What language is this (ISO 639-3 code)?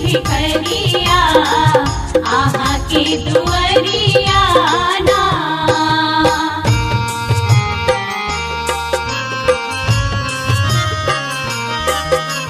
bho